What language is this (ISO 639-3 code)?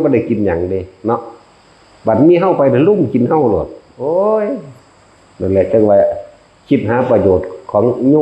tts